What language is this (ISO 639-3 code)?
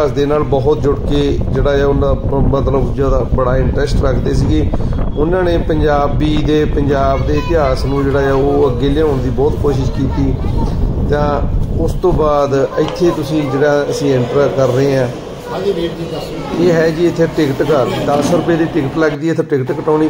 pan